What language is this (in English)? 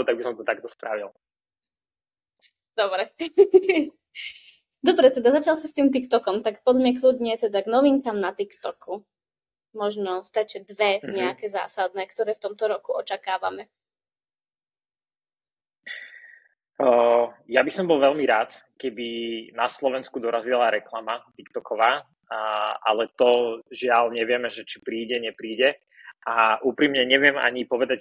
Slovak